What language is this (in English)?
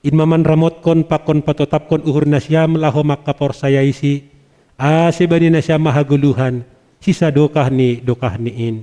Batak Simalungun